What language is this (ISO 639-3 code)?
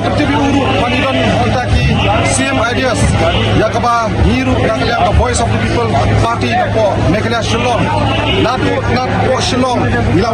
kha